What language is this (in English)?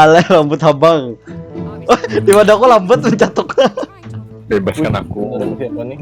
Banjar